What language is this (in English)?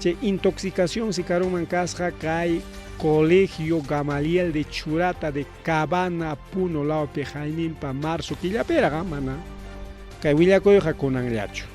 Ayacucho Quechua